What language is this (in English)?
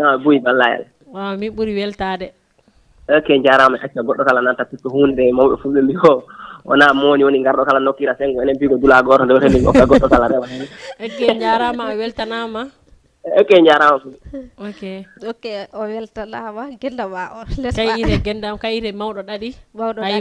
Fula